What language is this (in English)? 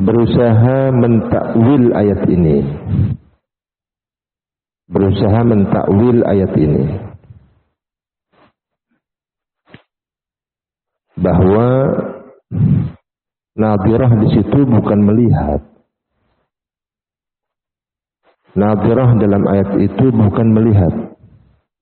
Indonesian